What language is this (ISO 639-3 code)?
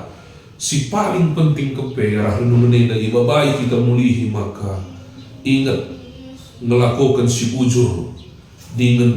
btx